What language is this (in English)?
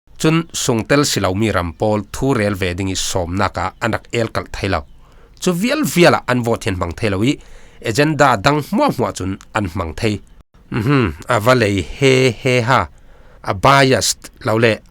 Falam Chin